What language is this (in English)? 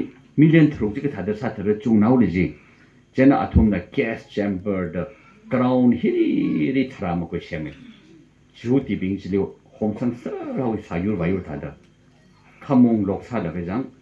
Tangkhul Naga (India)